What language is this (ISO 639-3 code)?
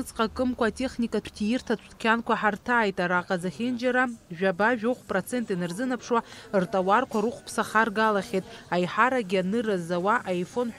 abk